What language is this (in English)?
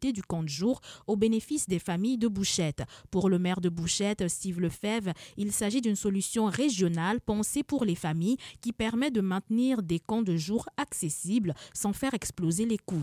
French